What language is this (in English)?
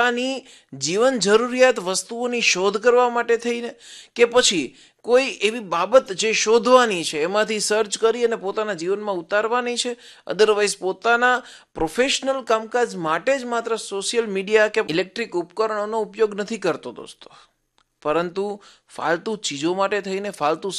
Gujarati